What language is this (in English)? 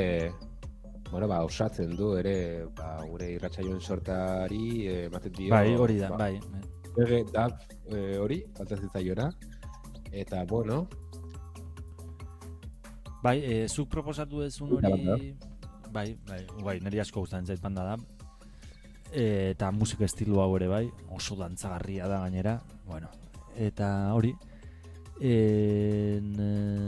Basque